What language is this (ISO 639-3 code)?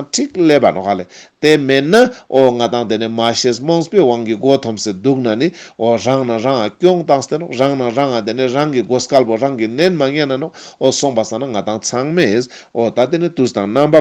lbj